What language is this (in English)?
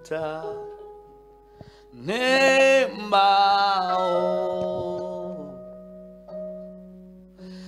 Kinyarwanda